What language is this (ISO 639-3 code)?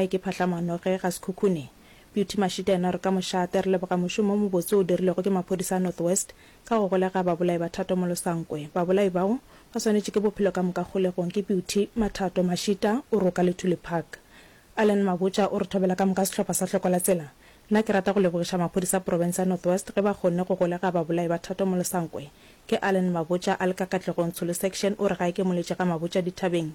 nso